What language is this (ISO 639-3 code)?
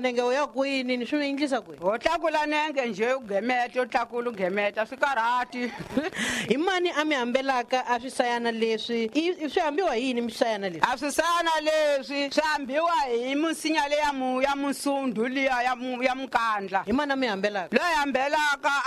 tso